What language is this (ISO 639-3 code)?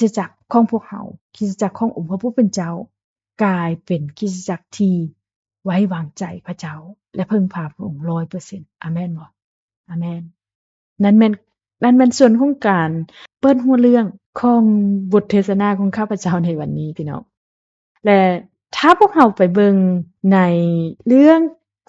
lao